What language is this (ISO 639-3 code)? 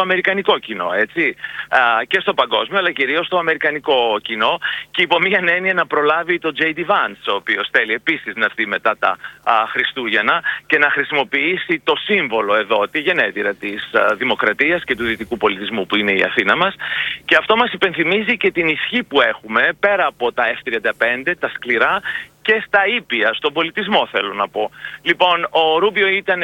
ell